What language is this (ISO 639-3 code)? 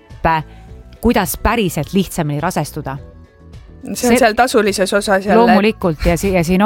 est